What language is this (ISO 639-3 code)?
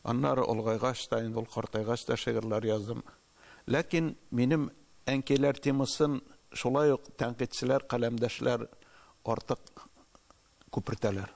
tat